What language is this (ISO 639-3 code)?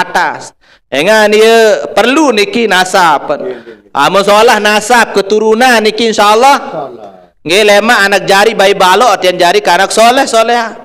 sas